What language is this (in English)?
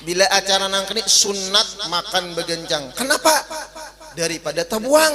Banjar